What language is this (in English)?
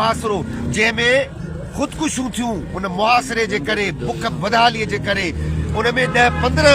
Sindhi